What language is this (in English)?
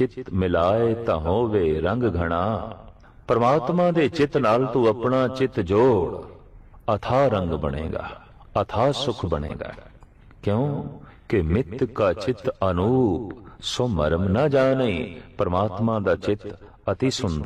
Punjabi